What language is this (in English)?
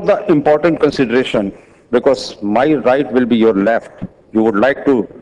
English